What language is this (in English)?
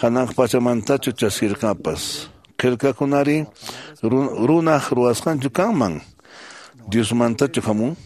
Quechua